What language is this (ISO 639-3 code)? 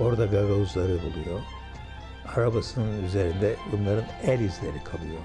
gag